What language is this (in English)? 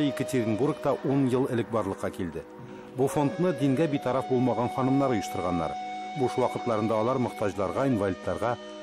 Tatar